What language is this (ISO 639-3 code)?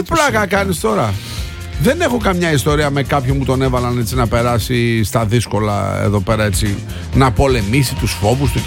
ell